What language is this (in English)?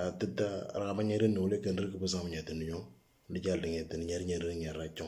Moro